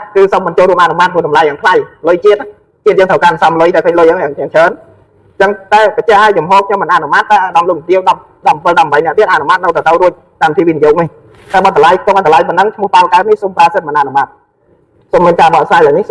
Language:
Khmer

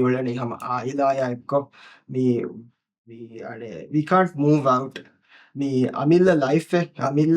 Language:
Divehi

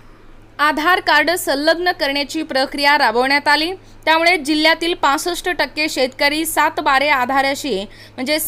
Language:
Marathi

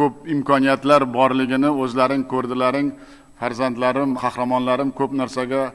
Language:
Uzbek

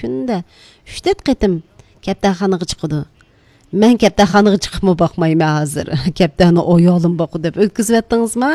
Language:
Uyghur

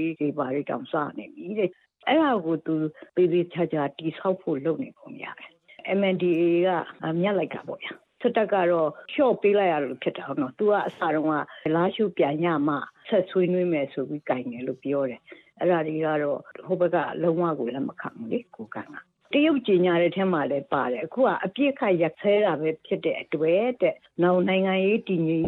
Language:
Burmese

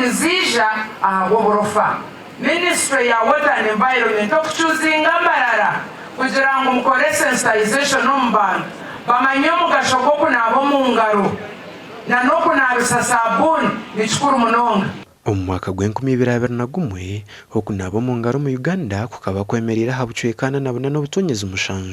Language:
Nyankole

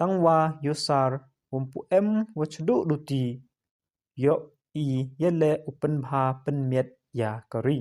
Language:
Pnar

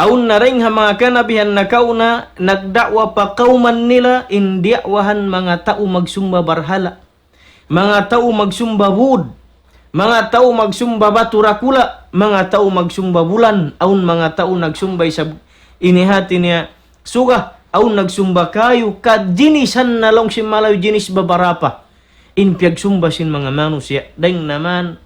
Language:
Tausug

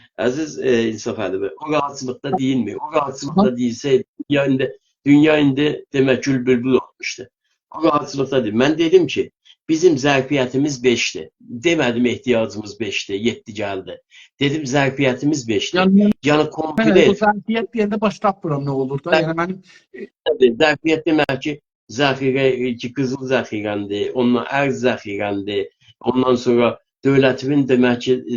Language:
South Azerbaijani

